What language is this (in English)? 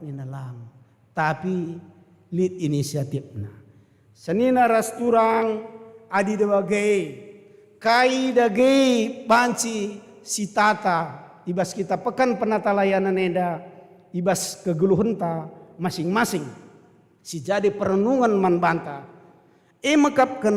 Batak Karo